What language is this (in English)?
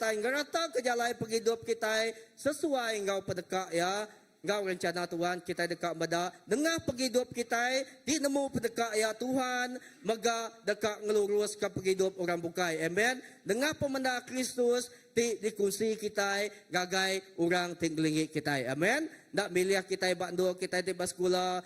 Iban